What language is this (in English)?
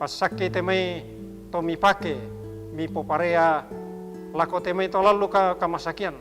Toraja-Sa'dan